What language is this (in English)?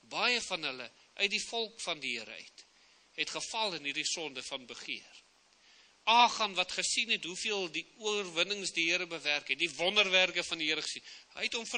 Afrikaans